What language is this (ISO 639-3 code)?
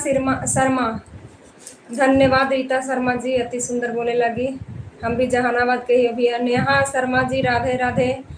mag